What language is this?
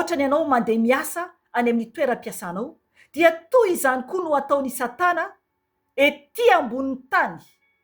Malagasy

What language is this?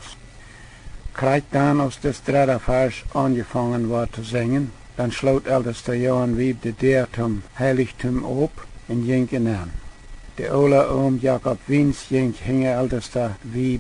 Plautdietsch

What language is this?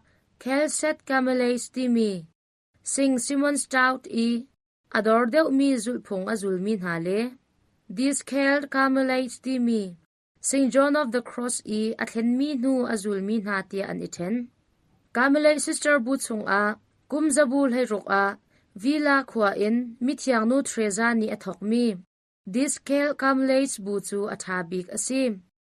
Hakha Chin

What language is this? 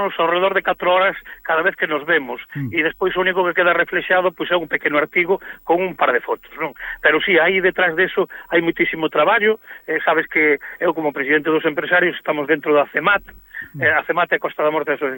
Galician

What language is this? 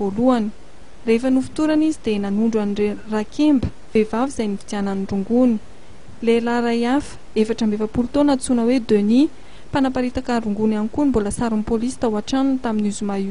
Malagasy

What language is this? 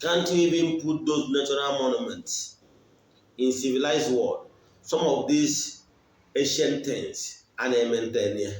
Igbo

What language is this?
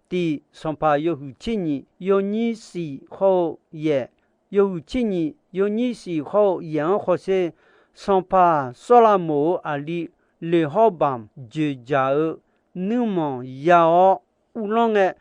Akha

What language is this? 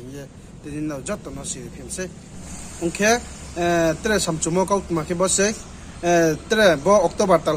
Riang (India)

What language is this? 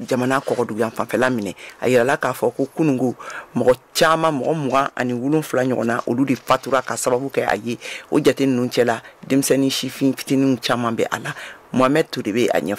Bambara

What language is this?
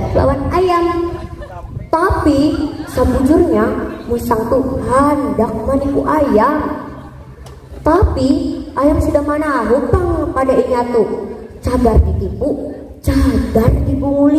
Banjar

